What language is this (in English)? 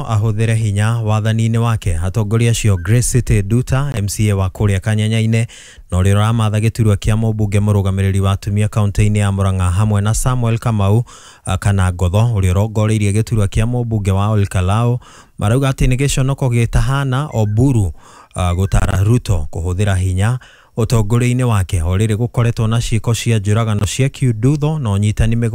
Kikuyu